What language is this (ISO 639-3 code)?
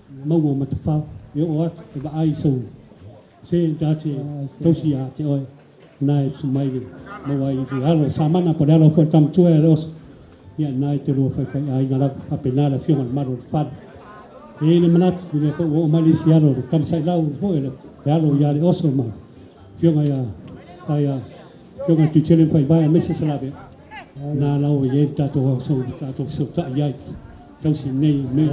smo